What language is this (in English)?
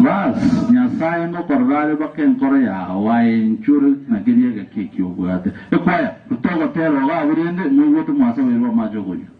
Gusii